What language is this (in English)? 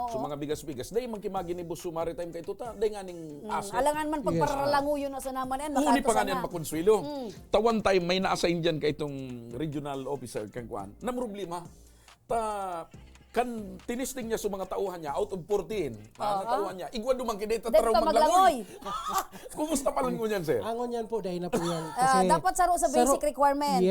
Bikol